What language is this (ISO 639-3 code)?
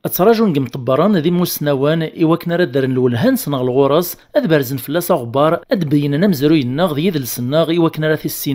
kab